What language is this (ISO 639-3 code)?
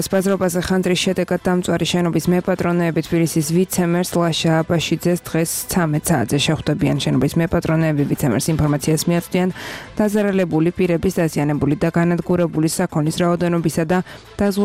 kat